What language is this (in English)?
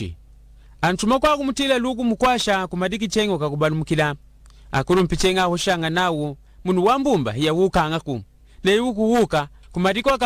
Lunda